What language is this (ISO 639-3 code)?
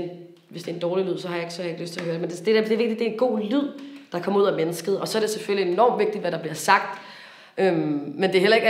dan